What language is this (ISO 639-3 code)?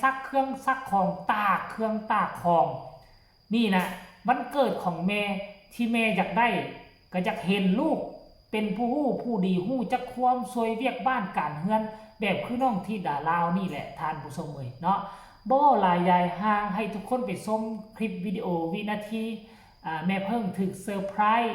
tts